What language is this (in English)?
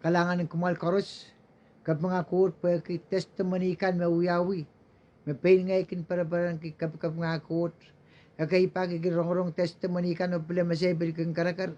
Pohnpeian